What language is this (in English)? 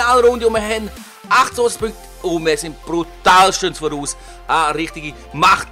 Swiss German